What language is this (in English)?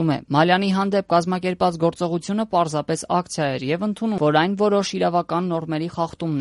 Armenian